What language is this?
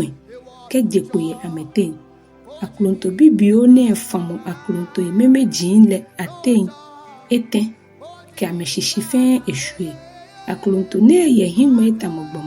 Ga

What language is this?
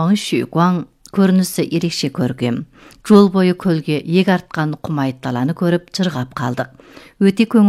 Kazakh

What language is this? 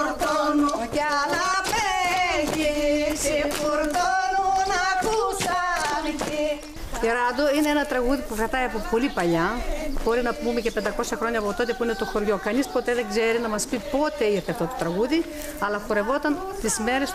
Greek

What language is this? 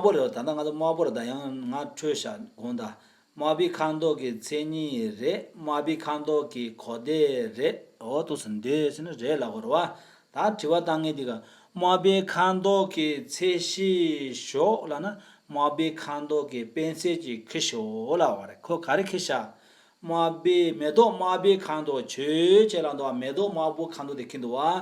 Tibetan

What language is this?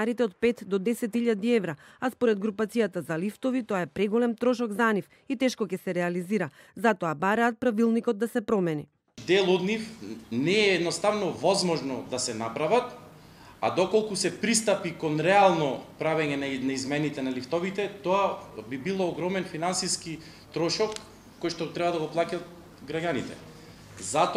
Macedonian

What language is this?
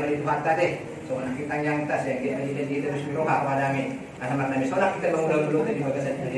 Batak Toba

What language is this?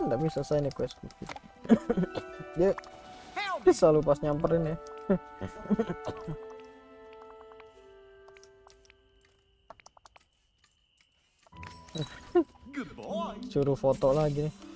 Indonesian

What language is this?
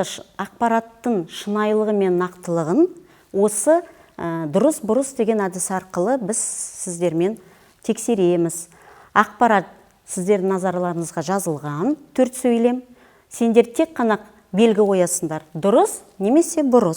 Kazakh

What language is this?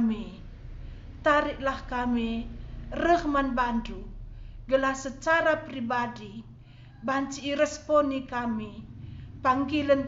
Batak Karo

